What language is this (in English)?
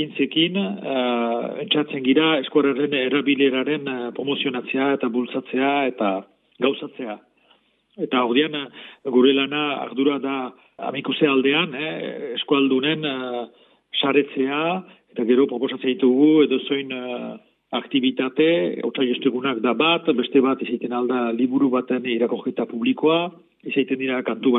Basque